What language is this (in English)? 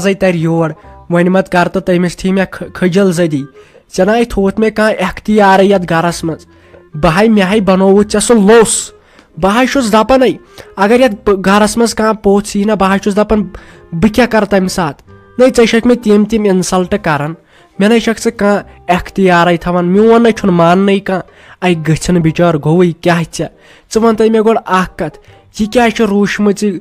Kashmiri